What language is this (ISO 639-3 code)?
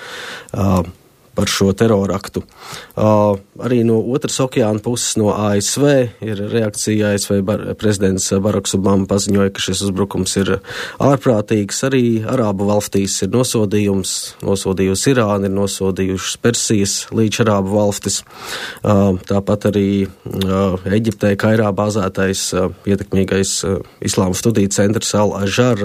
lav